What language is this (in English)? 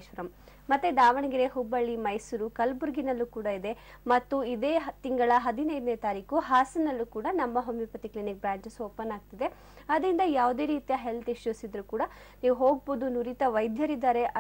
Kannada